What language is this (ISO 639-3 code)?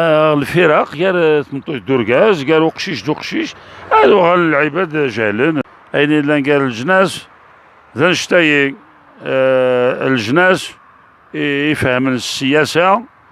arq